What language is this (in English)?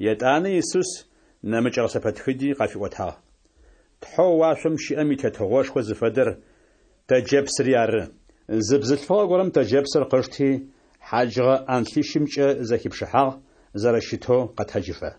Adyghe